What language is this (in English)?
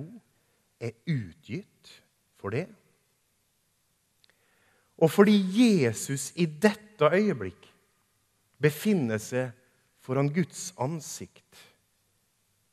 Norwegian